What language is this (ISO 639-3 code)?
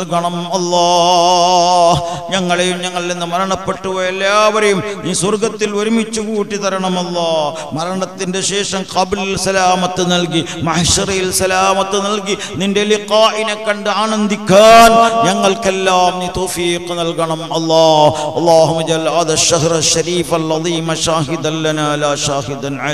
mal